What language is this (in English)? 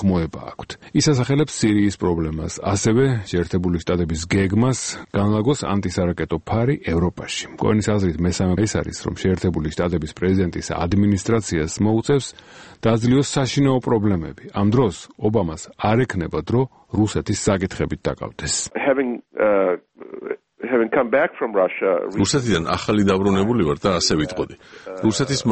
Georgian